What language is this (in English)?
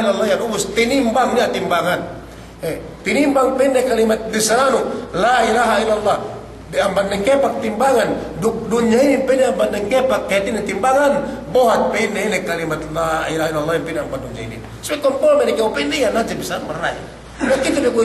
Yakan